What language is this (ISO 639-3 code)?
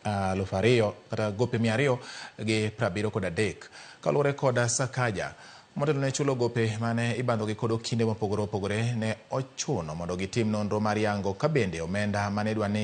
luo